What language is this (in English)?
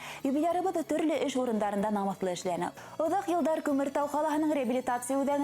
Bashkir